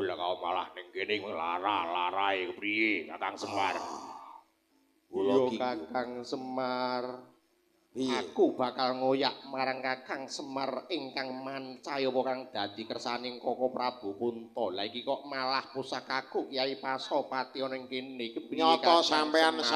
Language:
Javanese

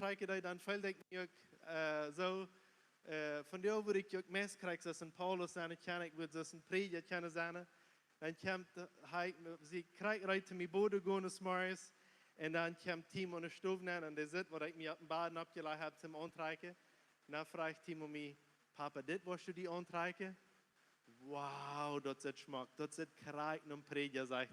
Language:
Plautdietsch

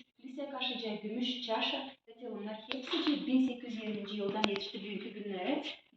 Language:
Gagauz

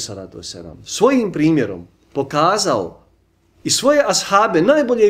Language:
Bosnian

